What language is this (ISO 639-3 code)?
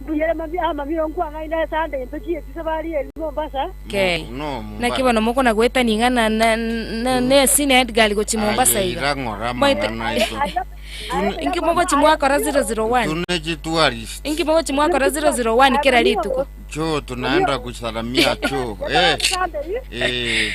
guz